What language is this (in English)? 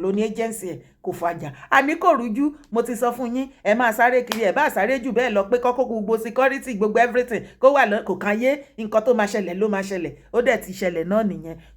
Yoruba